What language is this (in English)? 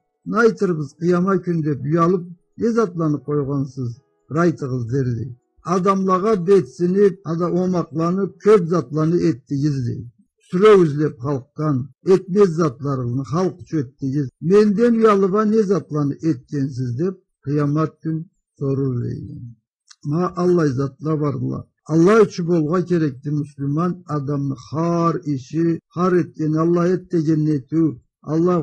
Karachay-Balkar